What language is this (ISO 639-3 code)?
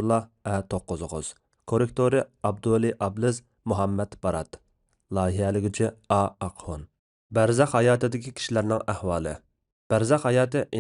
uig